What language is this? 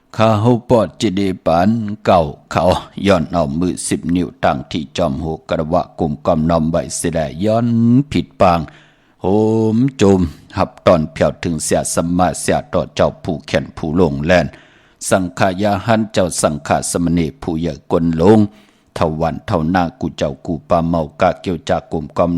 Shan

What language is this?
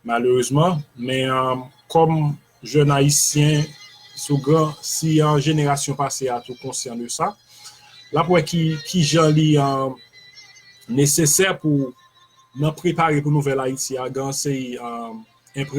Haitian Creole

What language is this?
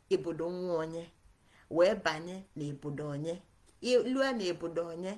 Igbo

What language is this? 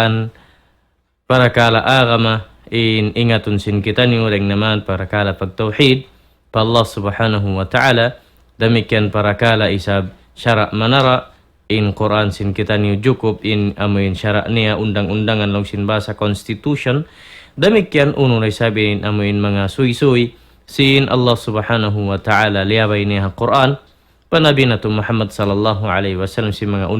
Tausug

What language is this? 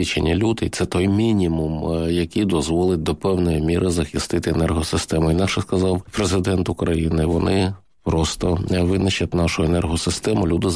Ukrainian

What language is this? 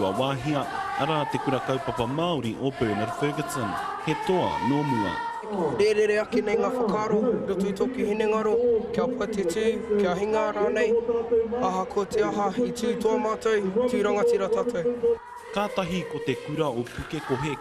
Māori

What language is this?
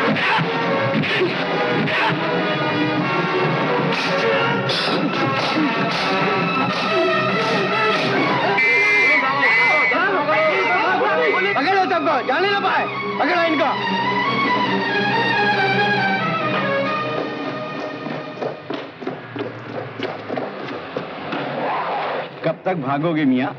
Hindi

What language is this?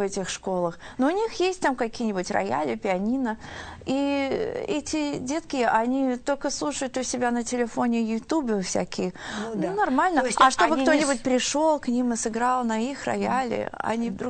Russian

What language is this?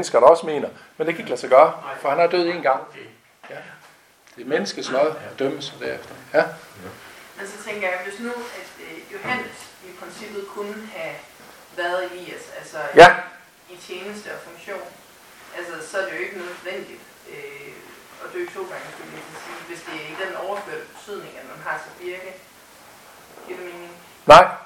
Danish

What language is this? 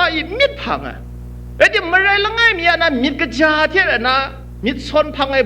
Kachin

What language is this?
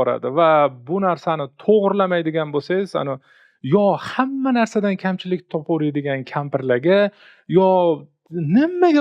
Uzbek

